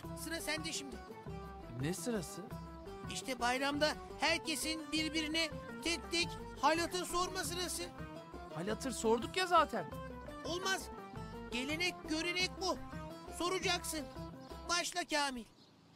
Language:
Turkish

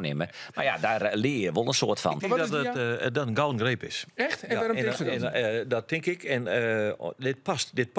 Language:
Western Frisian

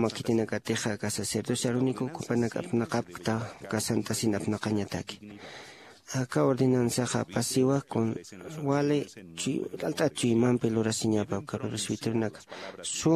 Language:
Aymara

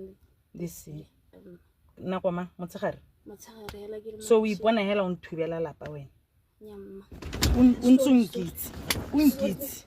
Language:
Tswana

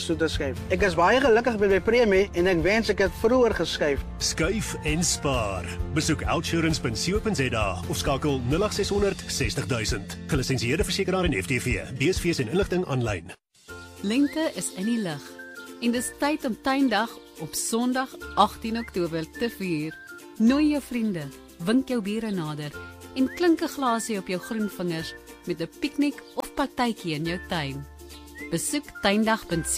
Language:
Afrikaans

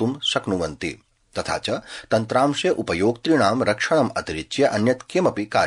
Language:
Sanskrit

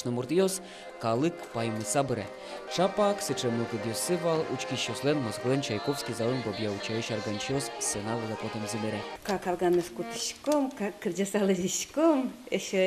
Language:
Udmurt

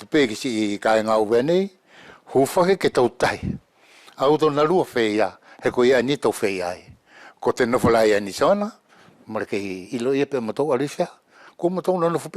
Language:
Wallisian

